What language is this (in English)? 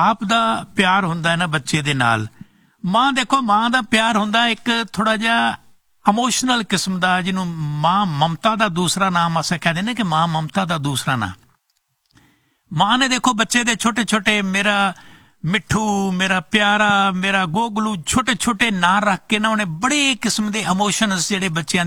Punjabi